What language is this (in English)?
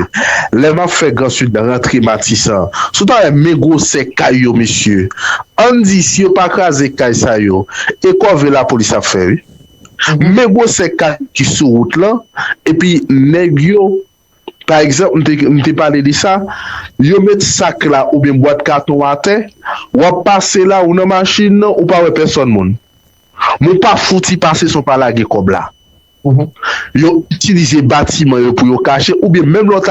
Haitian Creole